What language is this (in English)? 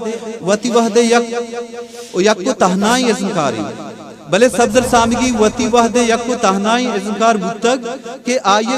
Eastern Balochi